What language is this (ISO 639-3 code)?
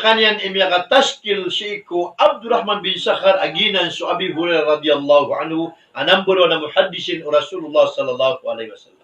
mrw